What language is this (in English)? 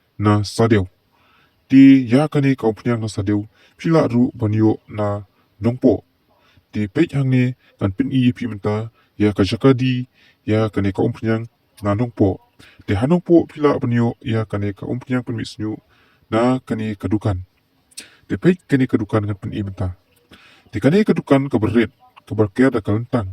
Khasi